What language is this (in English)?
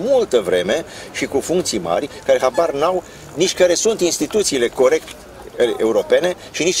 Romanian